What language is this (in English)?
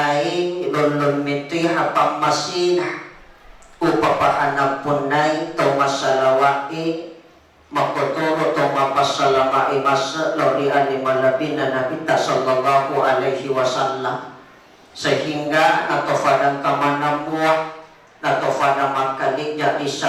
Buginese